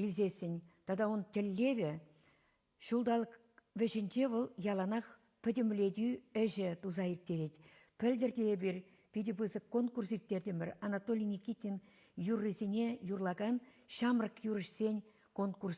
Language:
Chuvash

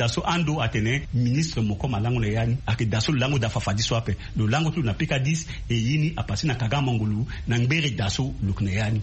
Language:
Sango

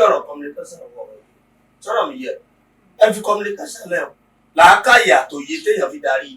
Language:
Yoruba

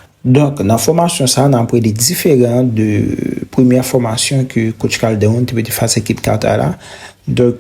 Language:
Haitian Creole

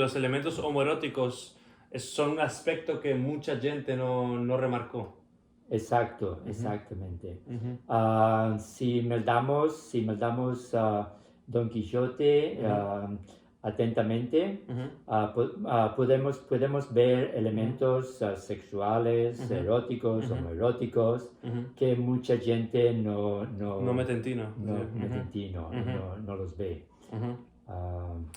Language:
Ladino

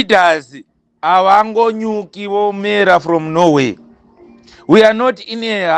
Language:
Shona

